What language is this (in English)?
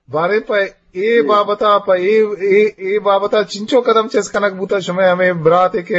Eastern Balochi